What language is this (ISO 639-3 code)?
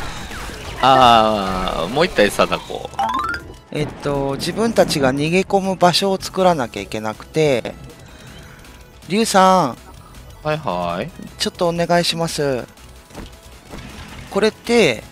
jpn